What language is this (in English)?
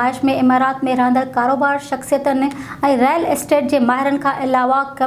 Sindhi